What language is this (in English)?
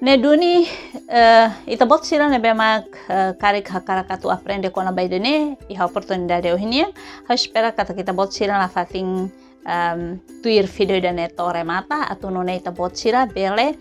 Tetum